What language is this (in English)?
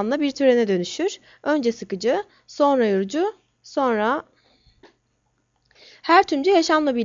Turkish